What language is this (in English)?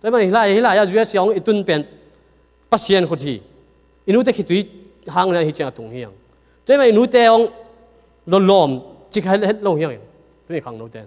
Tedim Chin